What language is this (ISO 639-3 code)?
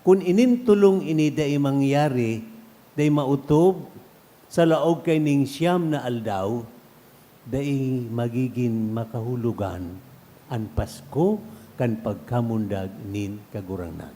bik